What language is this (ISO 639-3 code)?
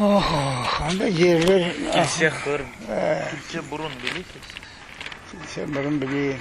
crh